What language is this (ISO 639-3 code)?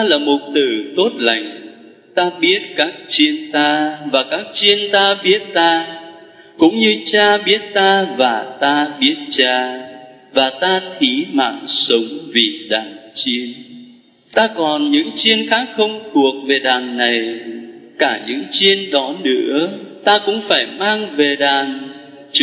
vie